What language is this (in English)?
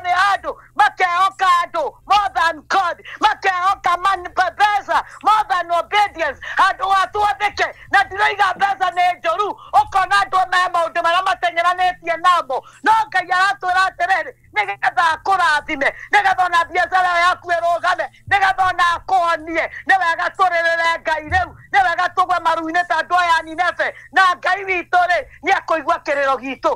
Kikuyu